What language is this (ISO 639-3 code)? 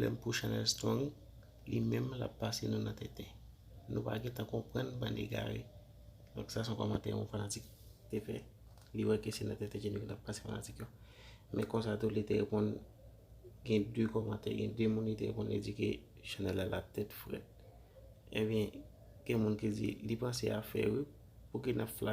hat